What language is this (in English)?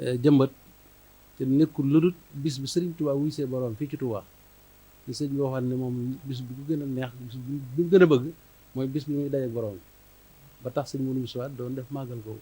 Wolof